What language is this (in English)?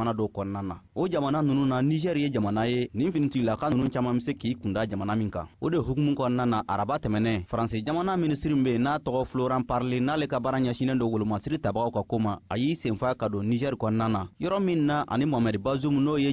Bambara